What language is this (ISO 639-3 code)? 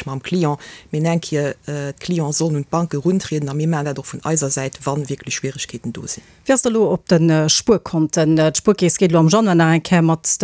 ltz